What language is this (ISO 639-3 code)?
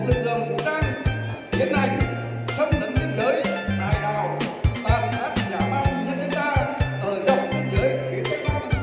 vie